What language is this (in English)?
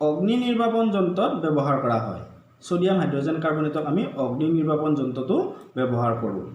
Assamese